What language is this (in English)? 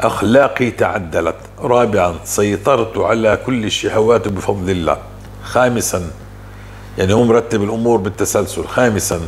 North Levantine Arabic